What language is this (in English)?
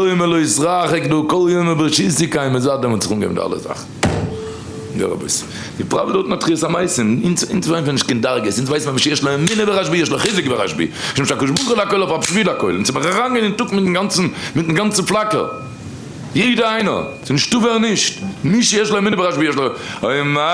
Yiddish